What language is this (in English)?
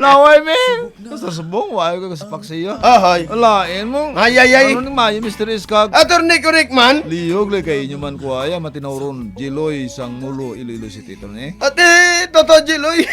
Hiligaynon